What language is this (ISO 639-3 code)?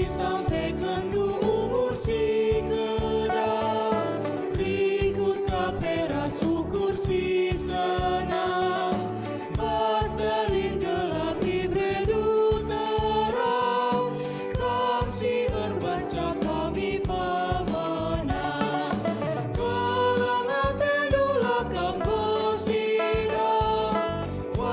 btx